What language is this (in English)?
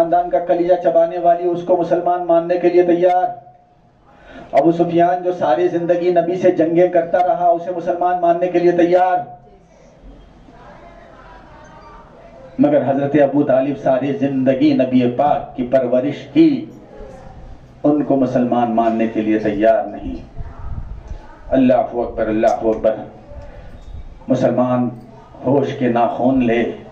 Urdu